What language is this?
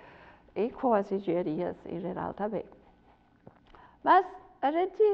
Portuguese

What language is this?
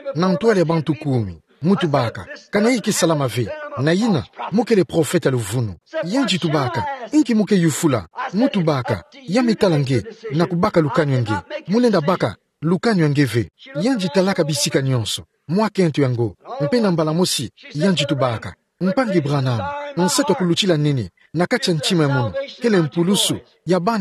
Kituba (Democratic Republic of Congo)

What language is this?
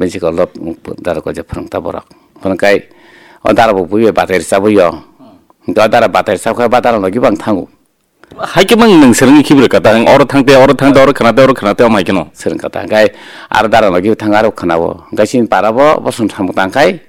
Kok Borok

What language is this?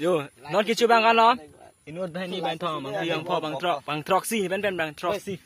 Karbi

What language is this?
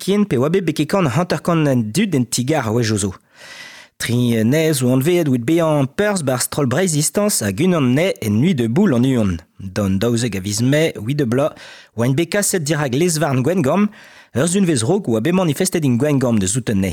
Breton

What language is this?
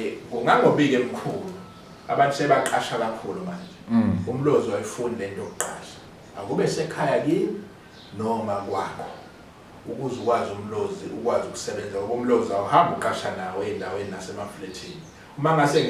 Zulu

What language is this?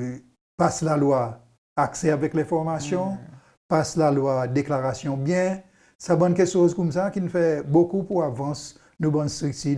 Seselwa Creole French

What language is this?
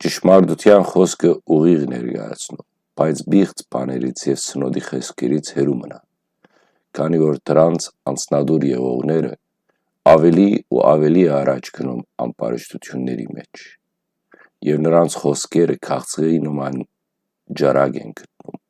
Western Armenian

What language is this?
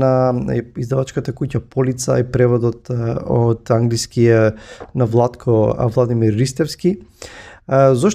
Macedonian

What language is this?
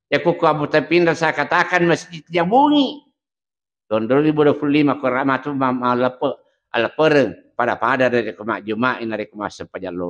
Buginese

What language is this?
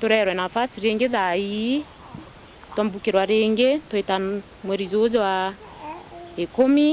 Meru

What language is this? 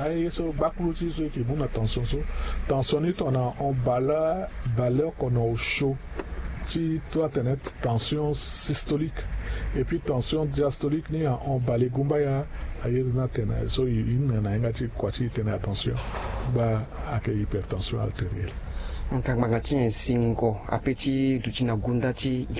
Sango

